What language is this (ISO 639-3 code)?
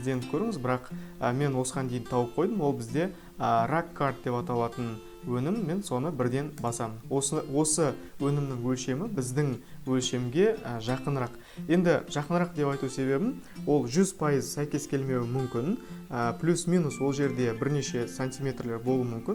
kaz